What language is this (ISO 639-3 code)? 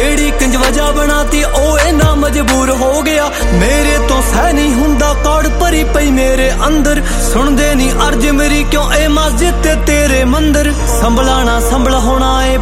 pan